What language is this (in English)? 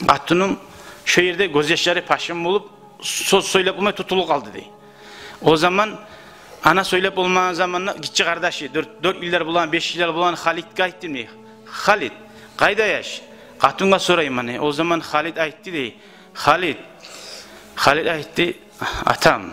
Kumyk